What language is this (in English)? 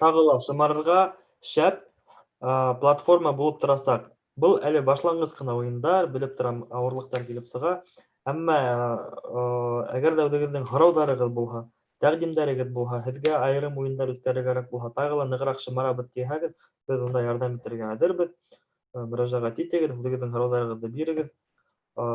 Bashkir